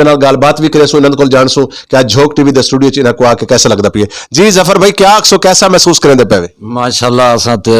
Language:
Saraiki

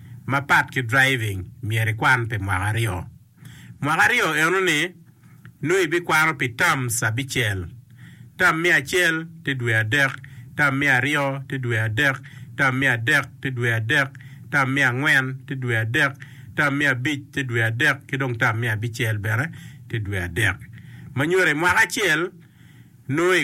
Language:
Acoli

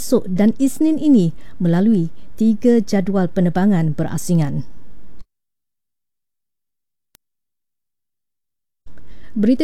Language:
Malay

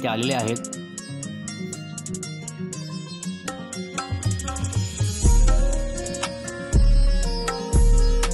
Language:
Marathi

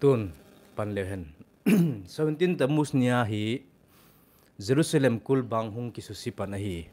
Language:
Thado Chin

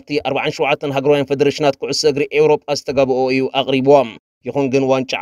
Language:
Tigrinya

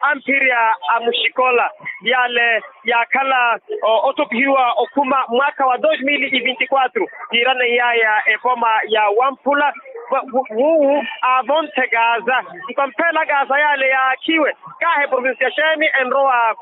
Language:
Makhuwa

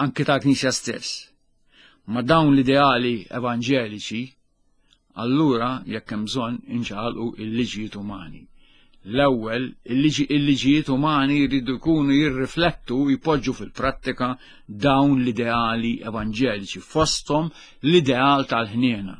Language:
Maltese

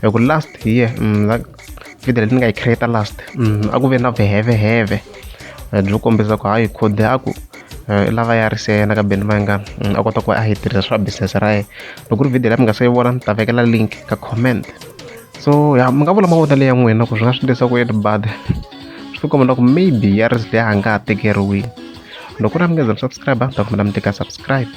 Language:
Tsonga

